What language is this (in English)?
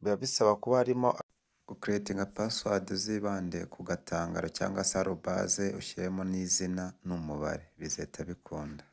Kinyarwanda